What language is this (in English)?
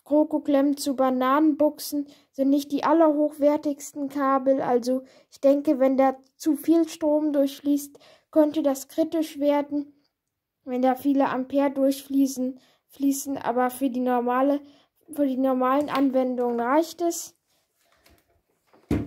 German